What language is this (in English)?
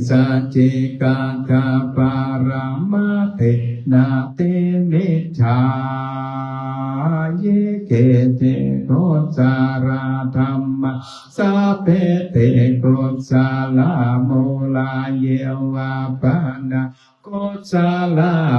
Pali